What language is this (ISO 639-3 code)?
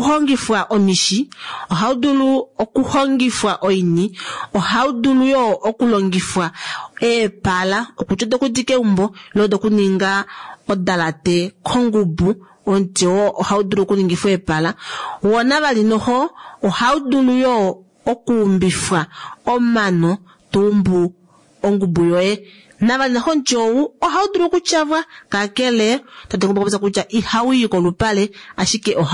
kua